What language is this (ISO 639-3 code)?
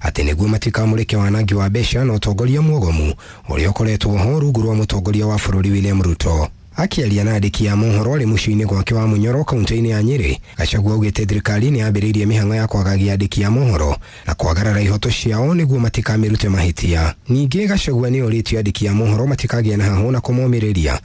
kik